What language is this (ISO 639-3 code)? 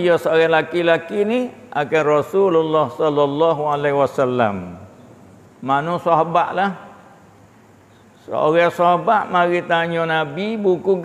msa